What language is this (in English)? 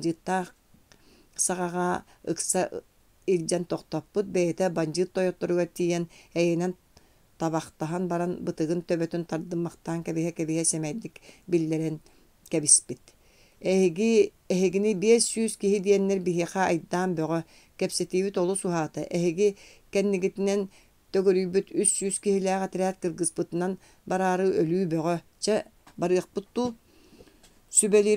Yakut